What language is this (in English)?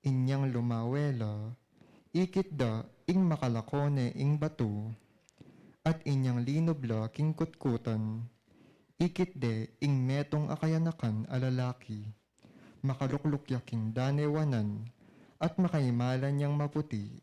Pampanga